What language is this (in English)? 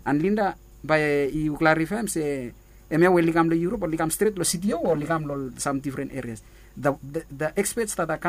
Bislama